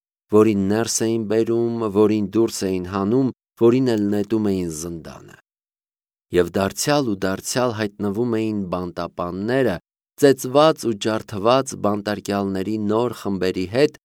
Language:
Armenian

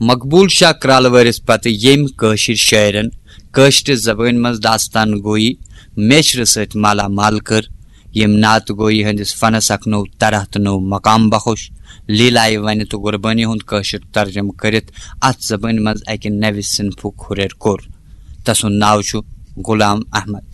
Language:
Kashmiri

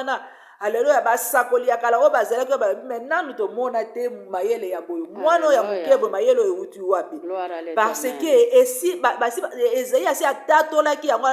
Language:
Lingala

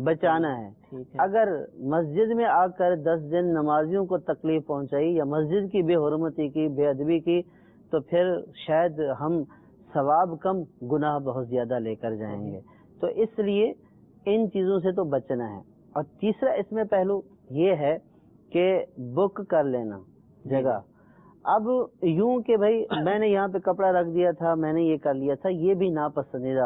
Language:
Urdu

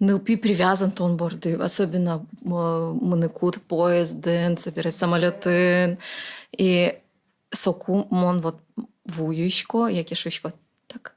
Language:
Udmurt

